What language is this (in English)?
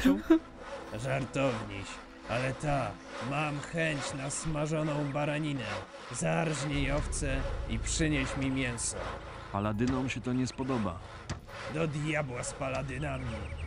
Polish